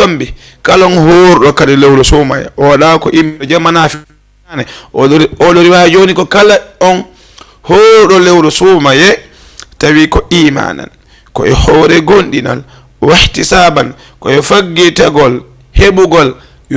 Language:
Fula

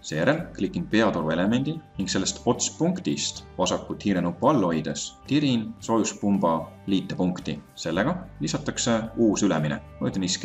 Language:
Estonian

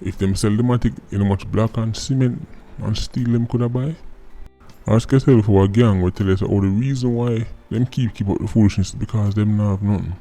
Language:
Jamaican Creole English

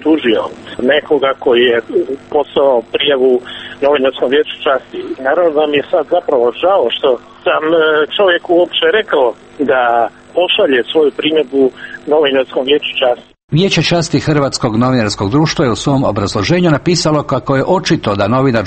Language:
Croatian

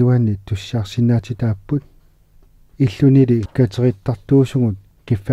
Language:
Kalaallisut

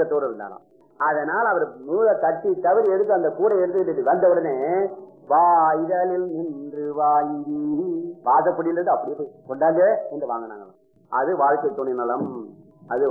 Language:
Tamil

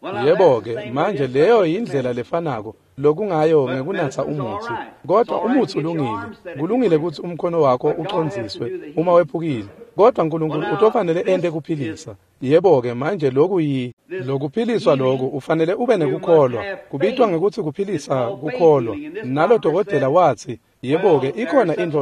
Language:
Swati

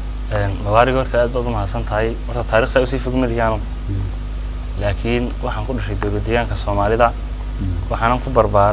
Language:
Somali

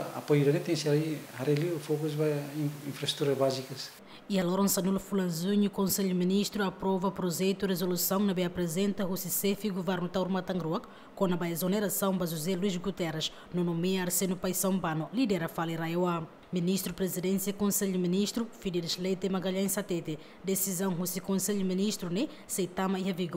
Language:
Tetum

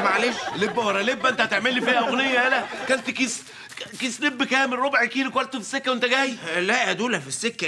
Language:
Egyptian Arabic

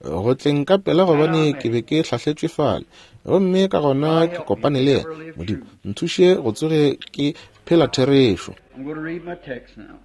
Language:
Northern Sotho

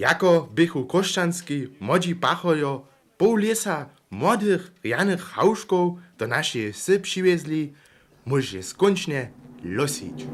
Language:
Upper Sorbian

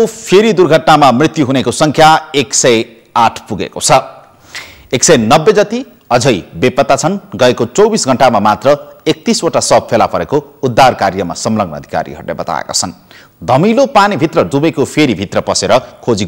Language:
Nepali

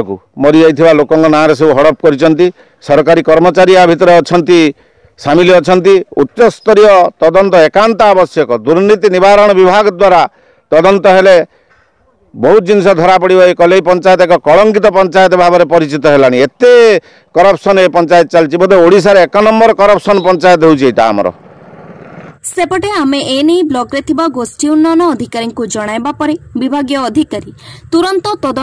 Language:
Odia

